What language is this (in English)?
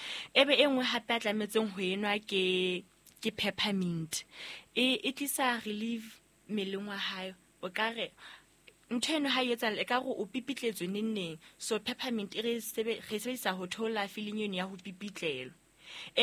Southern Sotho